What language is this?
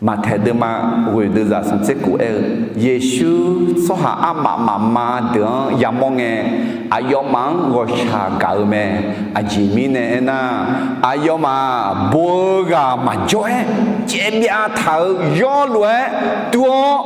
Akha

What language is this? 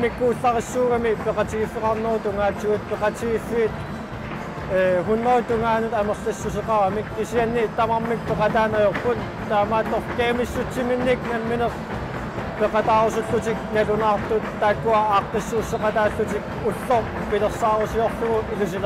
Kalaallisut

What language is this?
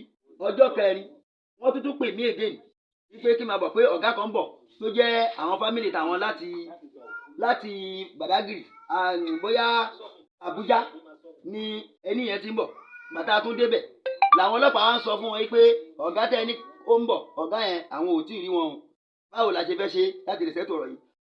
Yoruba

